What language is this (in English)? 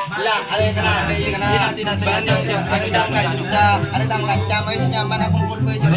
Madurese